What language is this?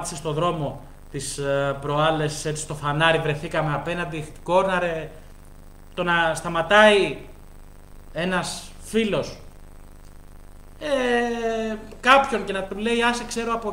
Greek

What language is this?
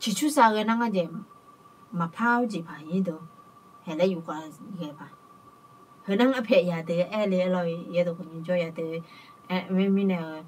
Akha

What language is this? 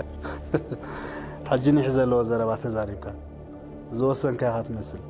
Tigrinya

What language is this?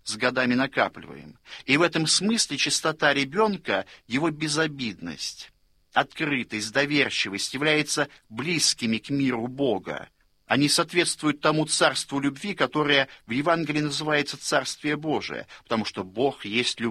Russian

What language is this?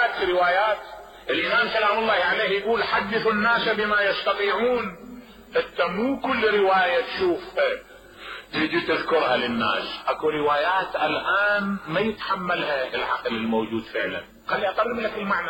Mesopotamian Arabic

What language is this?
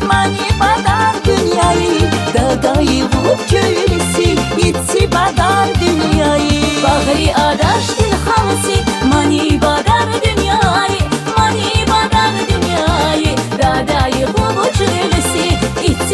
Tabassaran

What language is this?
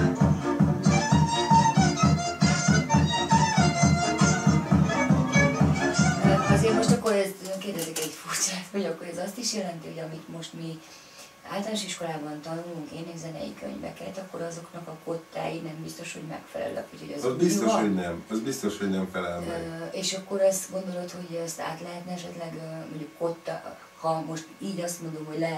Hungarian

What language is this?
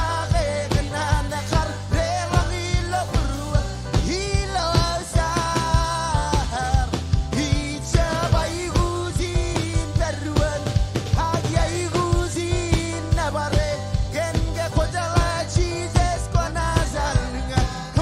Marshallese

